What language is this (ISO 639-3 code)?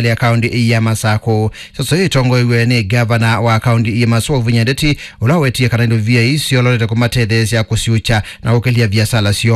kam